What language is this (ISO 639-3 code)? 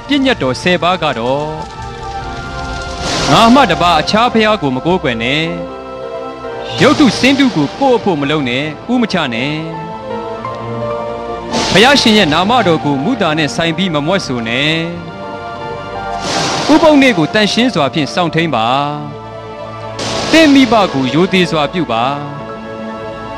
mya